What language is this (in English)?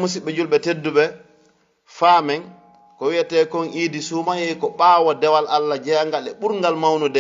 Fula